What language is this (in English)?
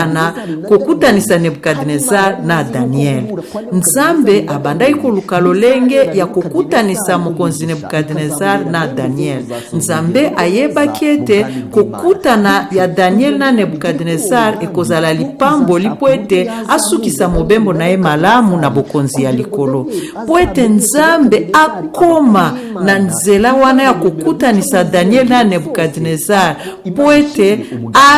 Lingala